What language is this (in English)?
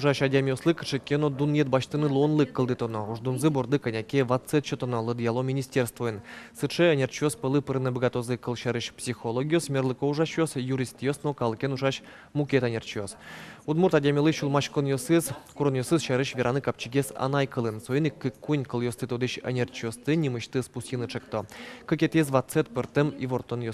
Udmurt